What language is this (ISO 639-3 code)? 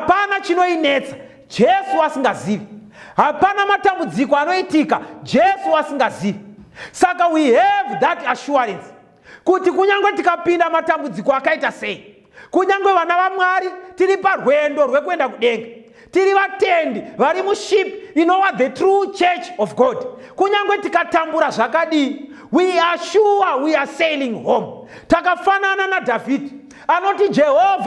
sna